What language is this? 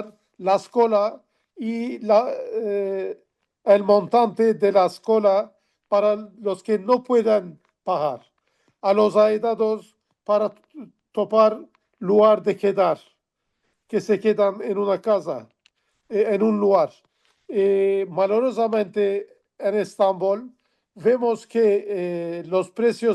Ladino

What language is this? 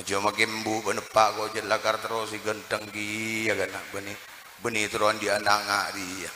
Madurese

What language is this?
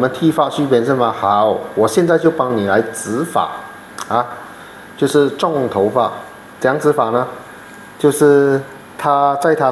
Chinese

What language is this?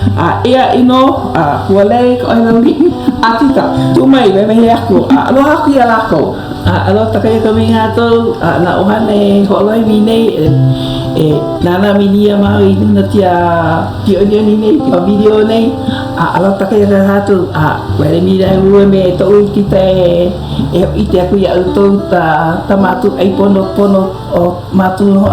Hawaiian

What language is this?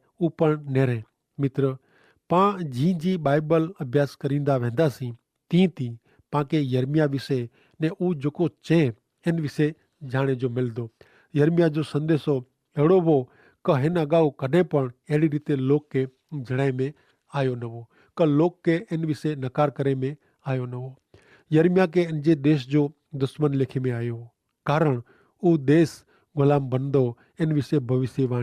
Kachhi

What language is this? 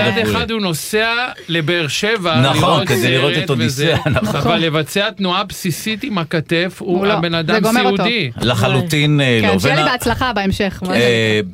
Hebrew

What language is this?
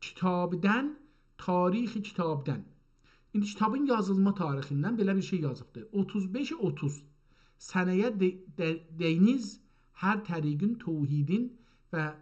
South Azerbaijani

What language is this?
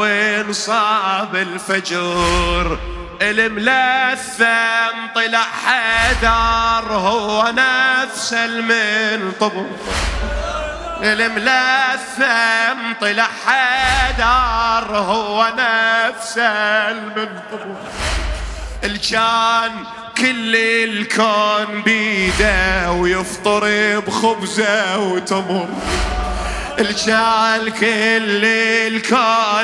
Mesopotamian Arabic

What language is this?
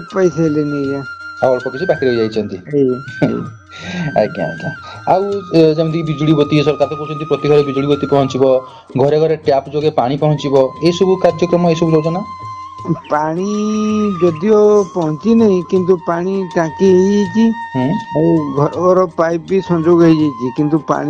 Odia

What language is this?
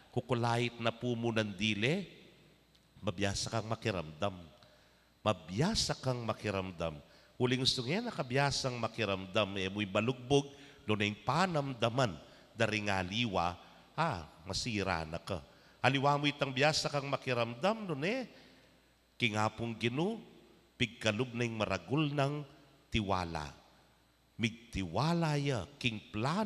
Pampanga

